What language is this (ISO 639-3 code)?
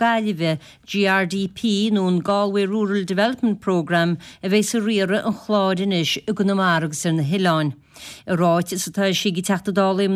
gle